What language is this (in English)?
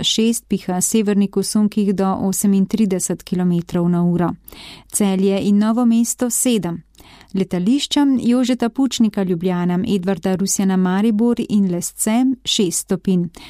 Slovenian